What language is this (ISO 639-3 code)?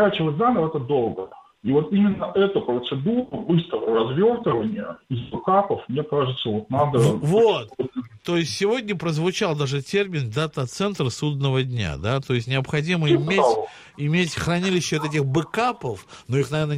rus